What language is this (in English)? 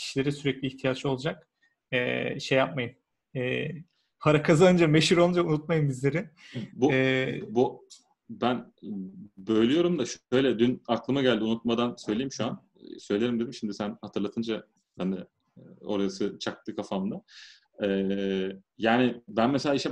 Turkish